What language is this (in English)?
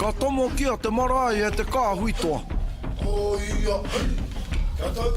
Māori